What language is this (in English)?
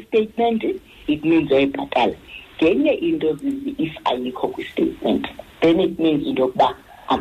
Xhosa